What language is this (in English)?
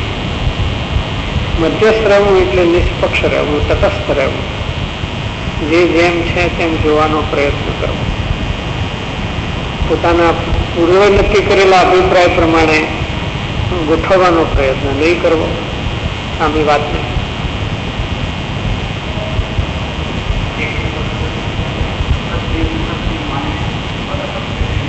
Gujarati